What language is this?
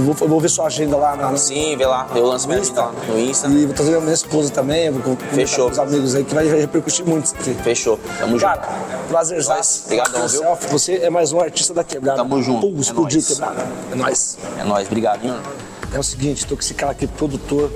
Portuguese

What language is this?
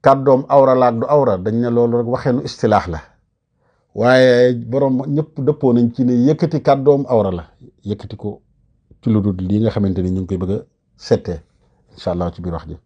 Wolof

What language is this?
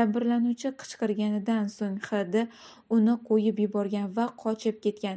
Uzbek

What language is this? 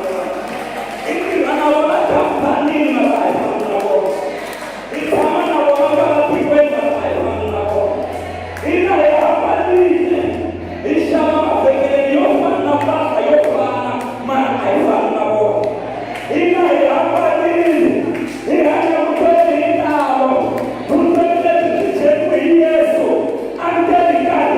Tsonga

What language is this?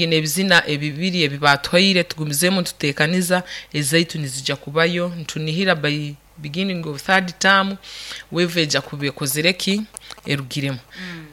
Nyoro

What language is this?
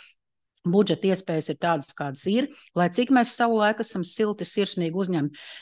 Latvian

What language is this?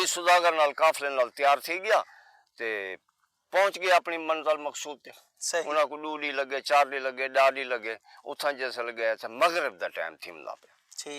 Saraiki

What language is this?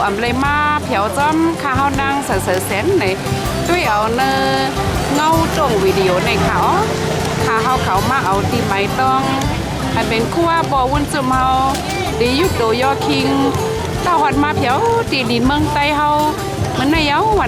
Shan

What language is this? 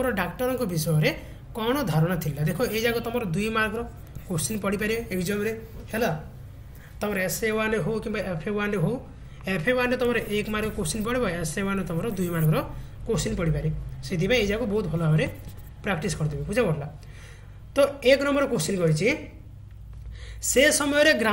Odia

